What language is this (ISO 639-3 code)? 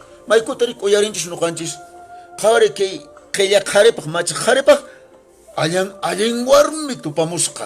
que